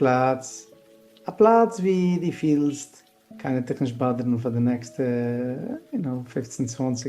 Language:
Yiddish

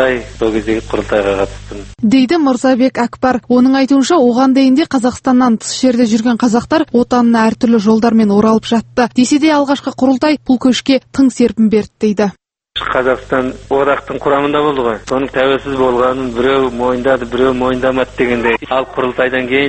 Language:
Kazakh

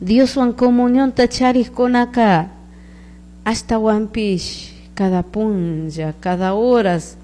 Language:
Chimborazo Highland Quichua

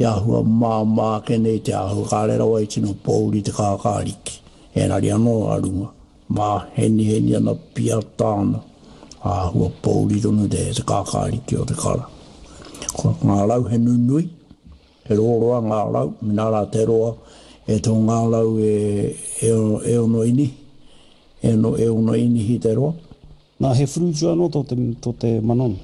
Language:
Māori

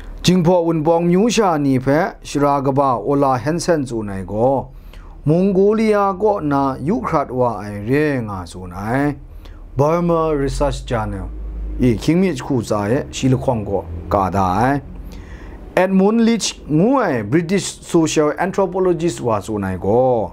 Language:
Kachin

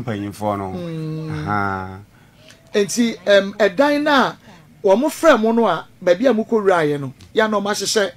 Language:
Akan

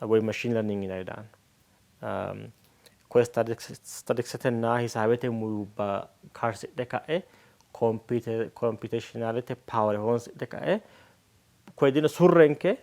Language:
Sidamo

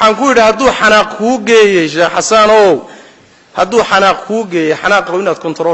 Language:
Somali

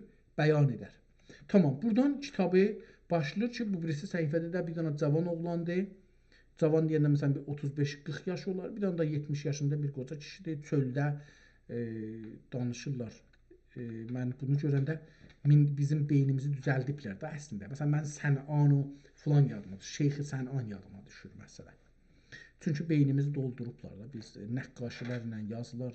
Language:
South Azerbaijani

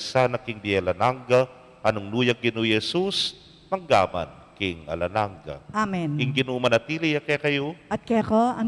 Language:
Pampanga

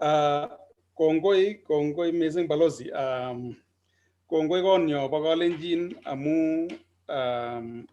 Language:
Kalenjin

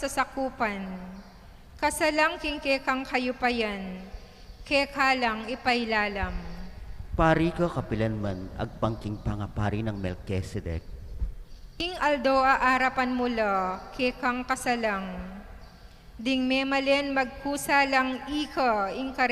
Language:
Pampanga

